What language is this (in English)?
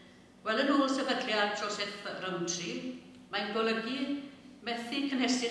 Welsh